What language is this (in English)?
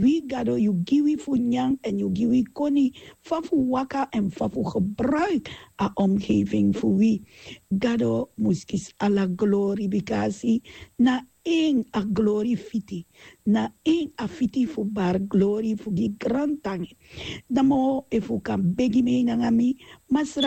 Sranan Tongo